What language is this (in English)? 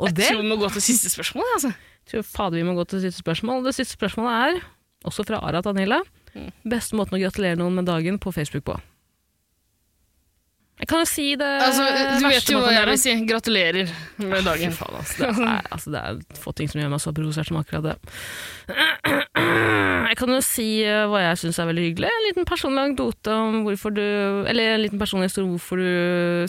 Norwegian